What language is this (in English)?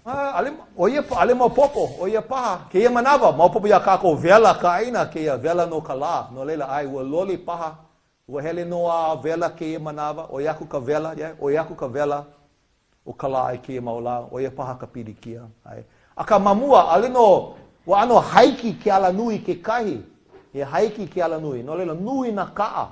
Hawaiian